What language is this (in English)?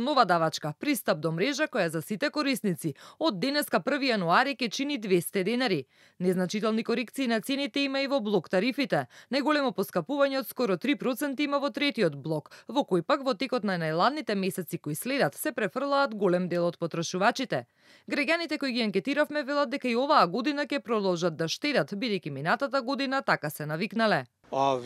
Macedonian